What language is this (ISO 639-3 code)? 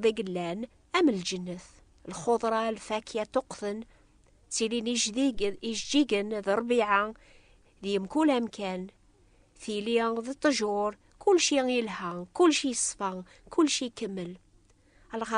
kab